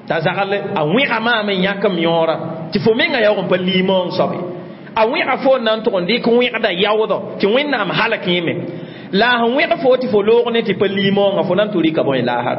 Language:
Mossi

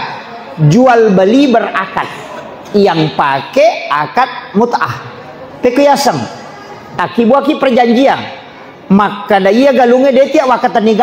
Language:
Buginese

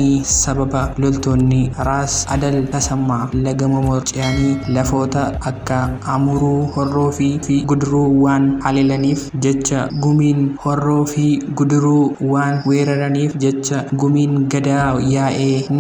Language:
Oromo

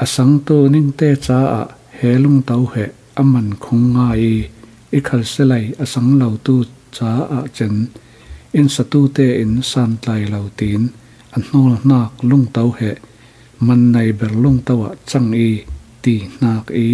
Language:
Falam Chin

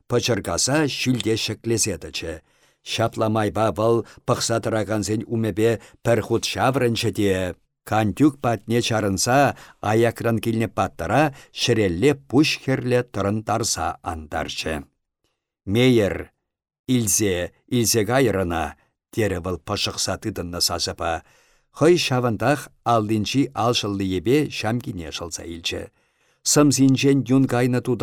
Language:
Chuvash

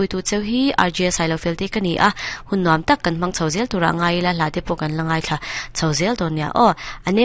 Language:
Mizo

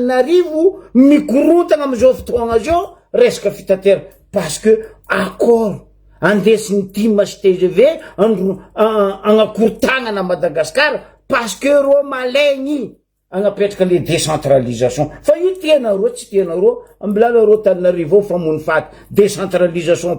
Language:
Malagasy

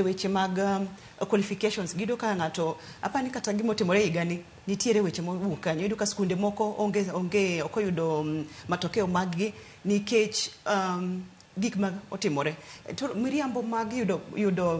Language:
Luo (Kenya and Tanzania)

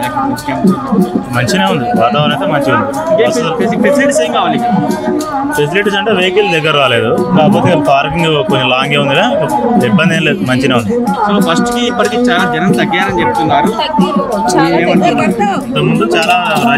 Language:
Telugu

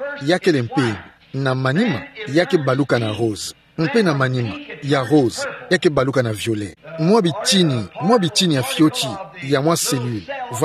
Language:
Kituba (Democratic Republic of Congo)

